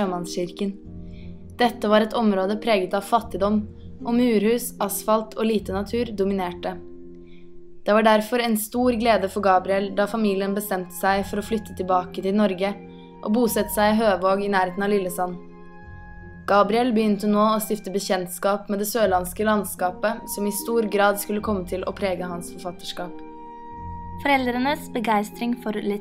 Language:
Norwegian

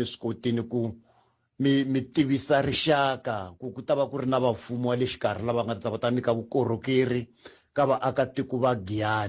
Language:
Tsonga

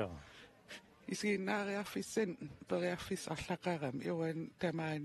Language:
Kalaallisut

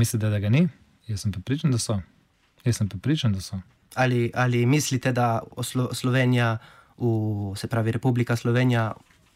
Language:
Slovenian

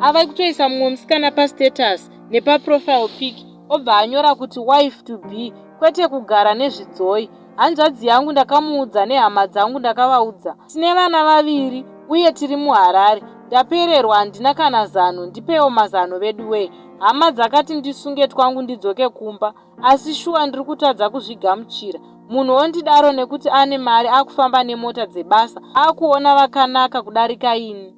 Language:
Shona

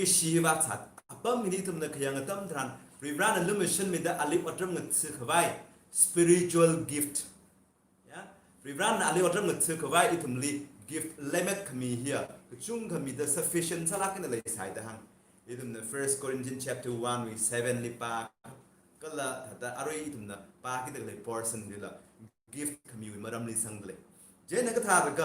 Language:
Tangkhul Naga (India)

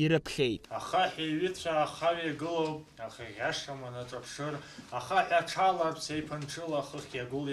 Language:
Abkhazian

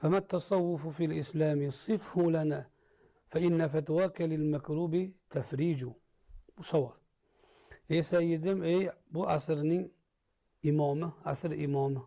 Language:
Uzbek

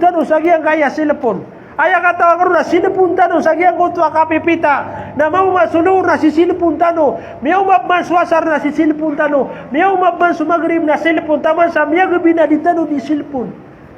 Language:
Maranao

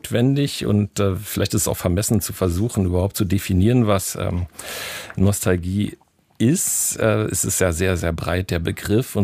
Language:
German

